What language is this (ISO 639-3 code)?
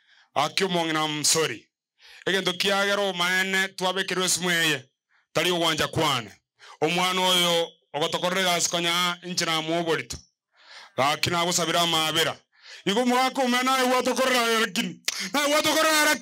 guz